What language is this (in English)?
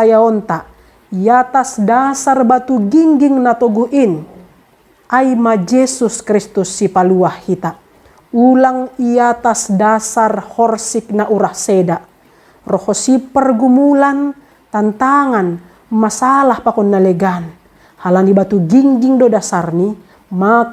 Batak Simalungun